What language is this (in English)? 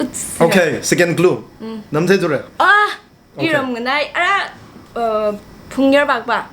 Tangkhul Naga (India)